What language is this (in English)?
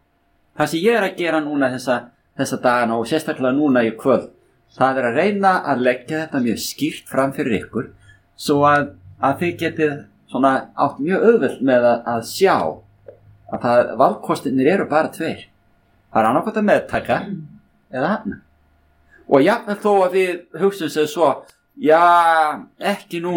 Icelandic